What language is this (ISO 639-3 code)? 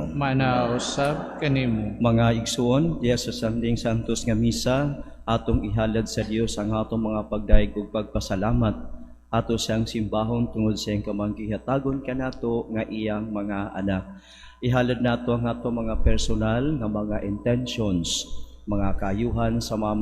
ceb